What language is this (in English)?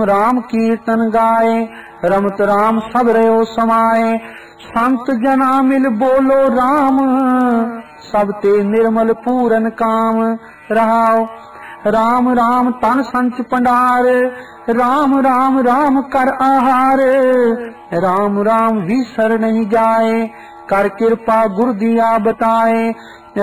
Punjabi